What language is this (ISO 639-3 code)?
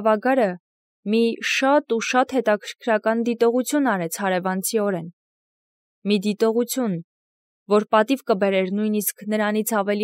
hye